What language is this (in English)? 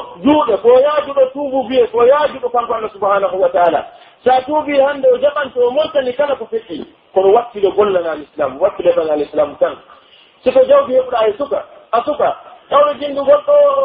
Pular